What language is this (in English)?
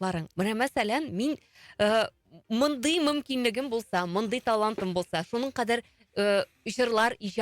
Tatar